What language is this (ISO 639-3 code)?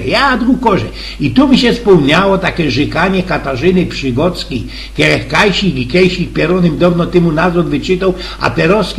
szl